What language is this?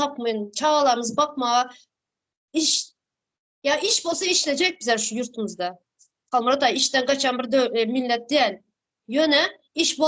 Turkmen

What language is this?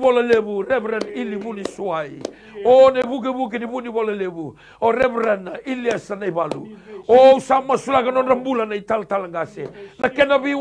Fijian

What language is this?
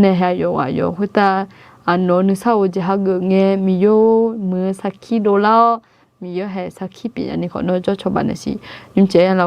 Akha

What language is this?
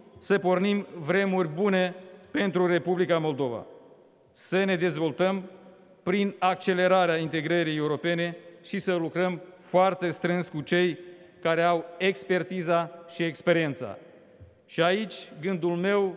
Romanian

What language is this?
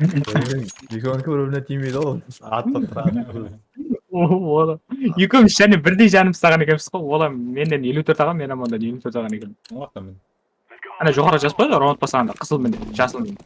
Kara-Kalpak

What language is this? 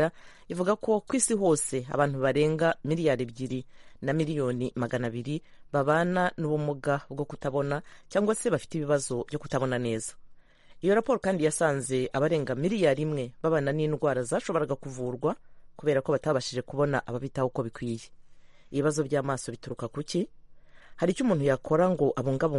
Kinyarwanda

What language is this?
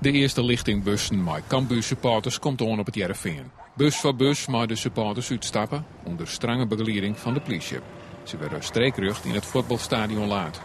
Western Frisian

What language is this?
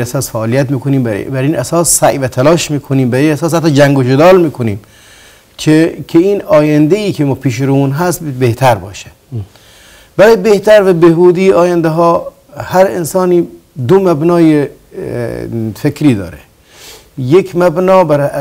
Persian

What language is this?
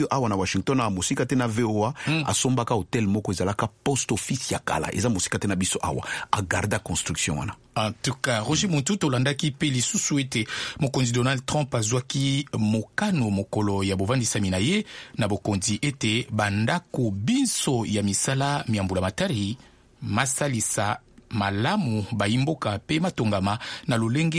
Lingala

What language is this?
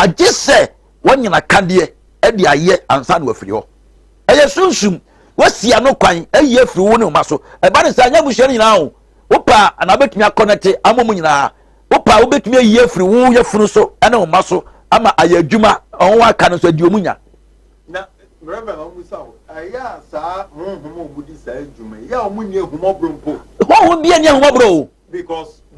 Akan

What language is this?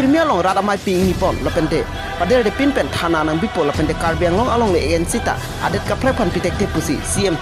Karbi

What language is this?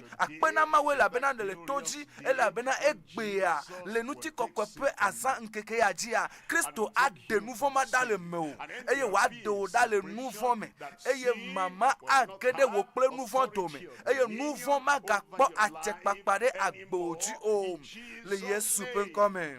Ewe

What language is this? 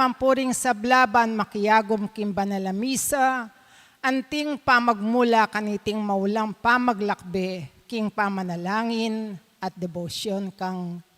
Pampanga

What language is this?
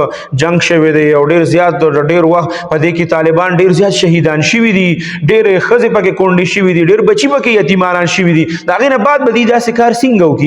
Pashto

